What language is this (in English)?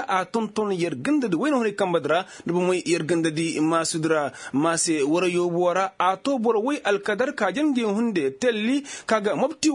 Koyraboro Senni